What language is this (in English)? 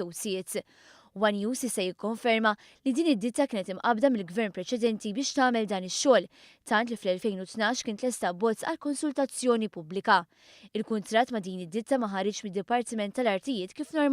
Maltese